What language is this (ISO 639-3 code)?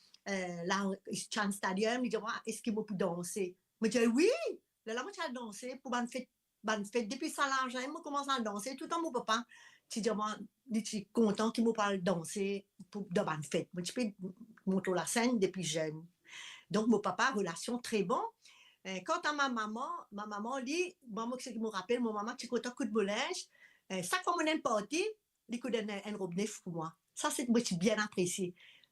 mfe